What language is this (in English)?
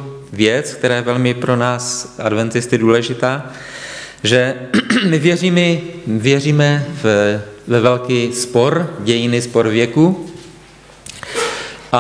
Czech